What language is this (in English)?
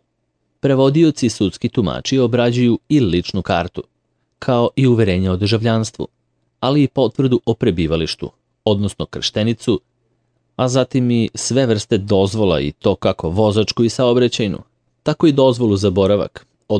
Serbian